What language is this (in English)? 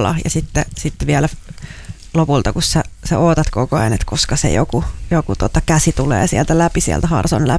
Finnish